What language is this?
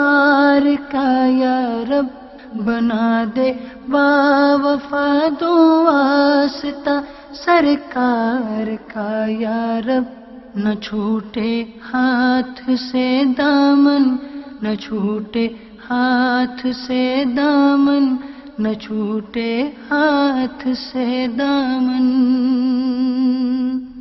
Urdu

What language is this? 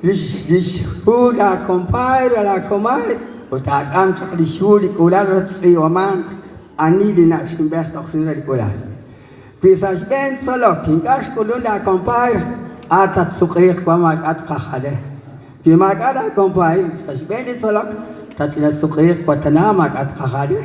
Kekchí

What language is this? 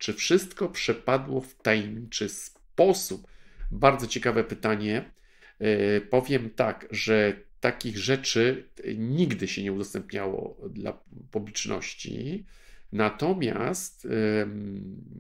Polish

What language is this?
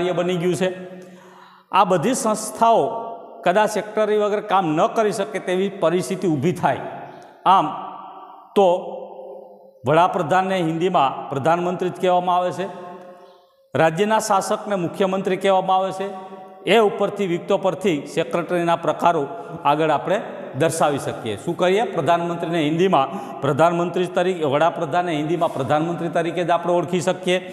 Gujarati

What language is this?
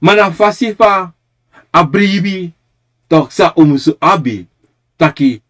Sranan Tongo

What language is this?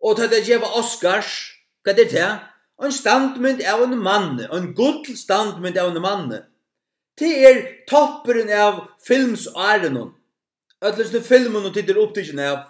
Faroese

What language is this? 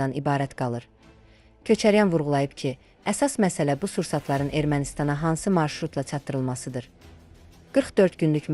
Azerbaijani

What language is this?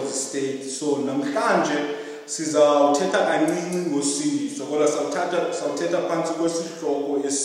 Xhosa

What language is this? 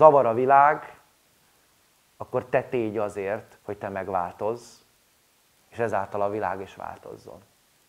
Hungarian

